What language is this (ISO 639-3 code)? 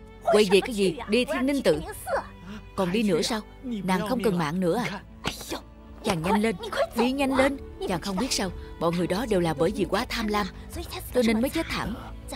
vie